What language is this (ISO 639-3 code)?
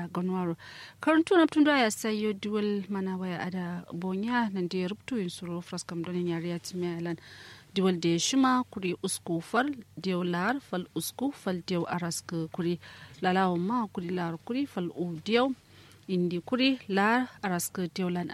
kau